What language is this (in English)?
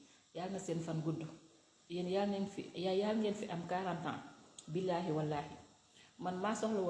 Wolof